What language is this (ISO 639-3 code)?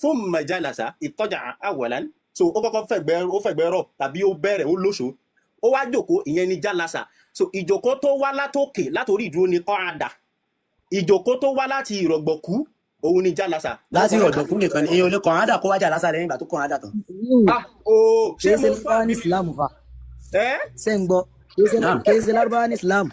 yor